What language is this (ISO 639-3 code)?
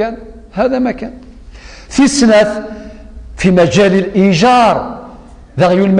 kab